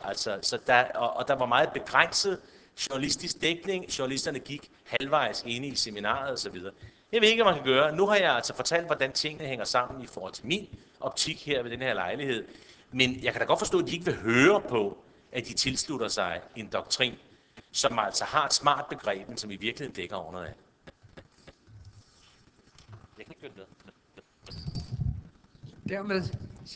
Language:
Danish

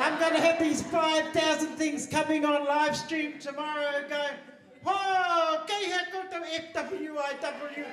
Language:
Māori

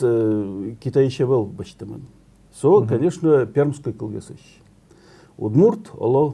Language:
Udmurt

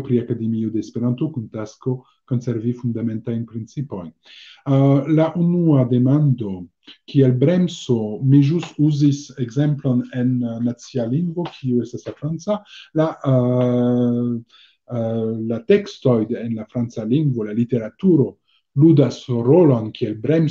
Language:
Esperanto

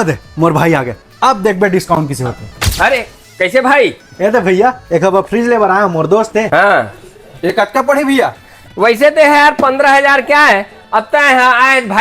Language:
Chhattisgarhi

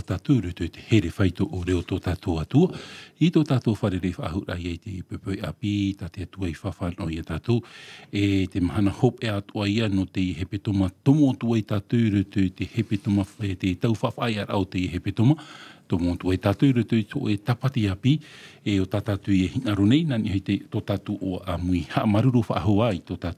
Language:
Tahitian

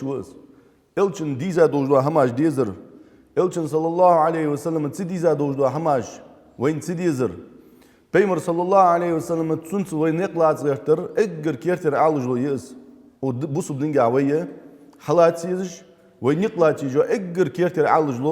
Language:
Ingush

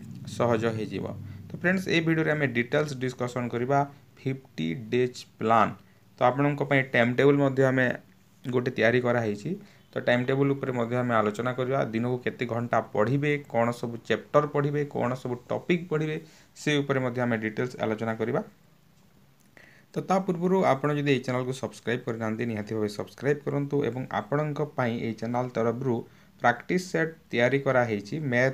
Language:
Odia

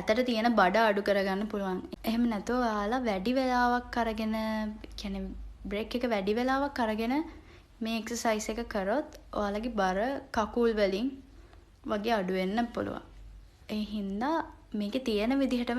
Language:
Sinhala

